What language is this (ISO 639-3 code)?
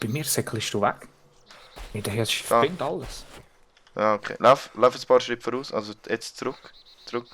gsw